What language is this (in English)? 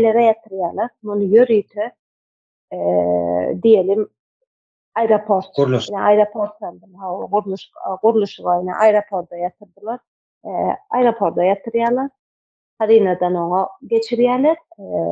Turkmen